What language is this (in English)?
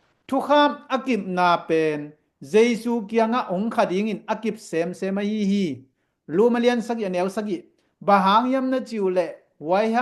Tedim Chin